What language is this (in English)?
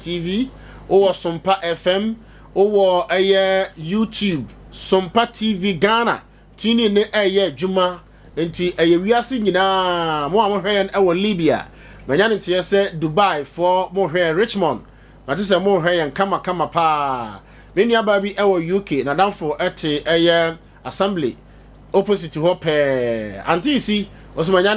Akan